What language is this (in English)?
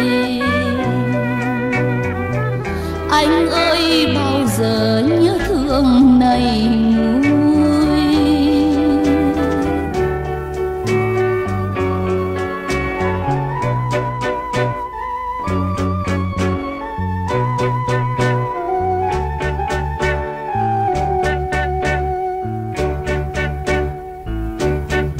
Vietnamese